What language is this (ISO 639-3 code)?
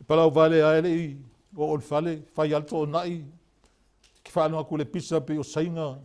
smo